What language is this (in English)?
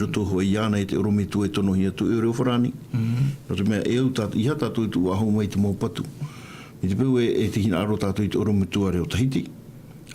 Tahitian